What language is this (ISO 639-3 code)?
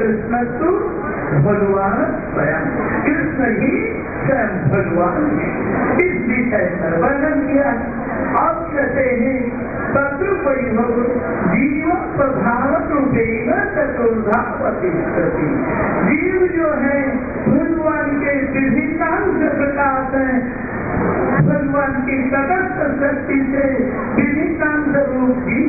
hin